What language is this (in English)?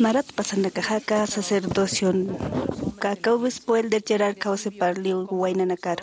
Aymara